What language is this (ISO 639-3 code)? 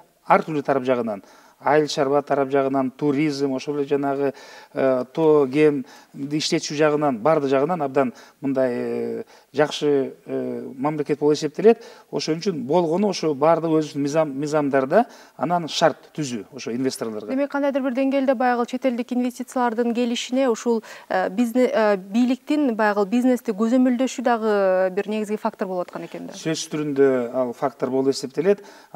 kir